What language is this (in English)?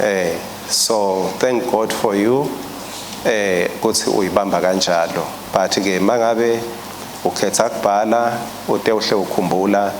Swati